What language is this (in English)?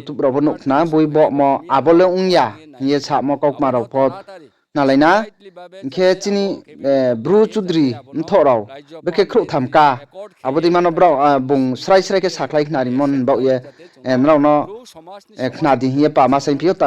Riang (India)